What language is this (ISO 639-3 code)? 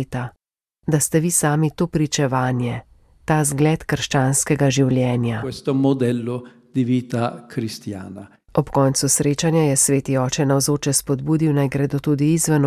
slv